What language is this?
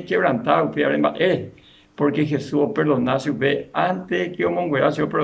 Guarani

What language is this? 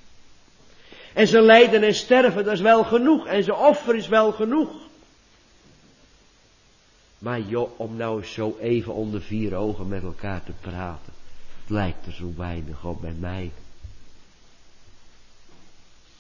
Dutch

